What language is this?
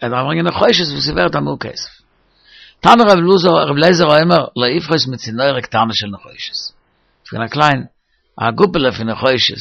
Yiddish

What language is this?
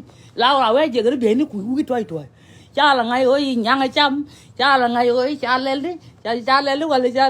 Nuer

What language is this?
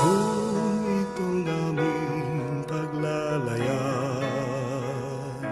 Pampanga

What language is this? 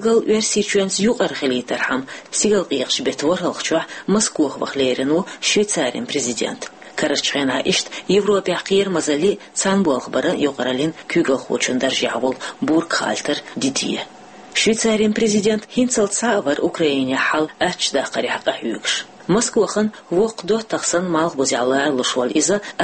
Chechen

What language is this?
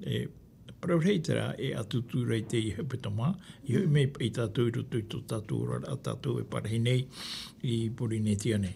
Tahitian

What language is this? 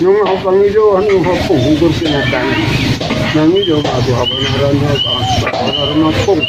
Batak Toba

